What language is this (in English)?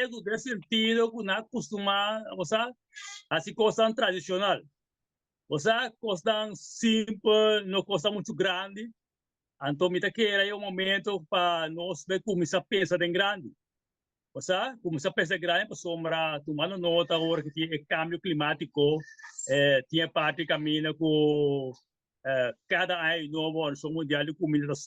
Papiamento